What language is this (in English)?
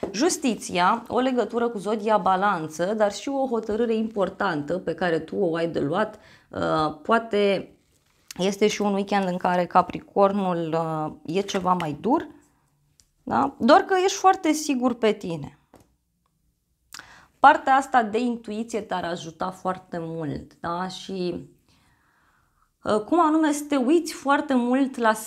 Romanian